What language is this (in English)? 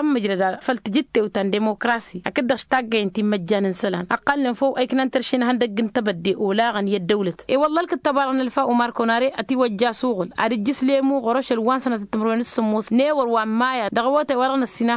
Tamasheq